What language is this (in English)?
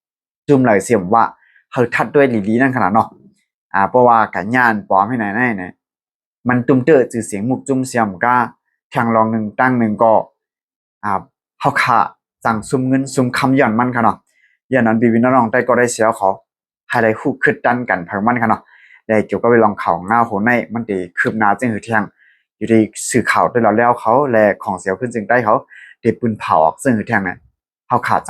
Shan